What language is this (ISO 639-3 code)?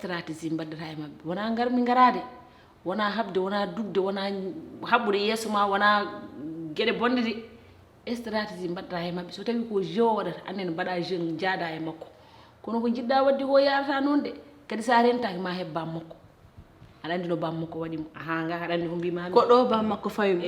ful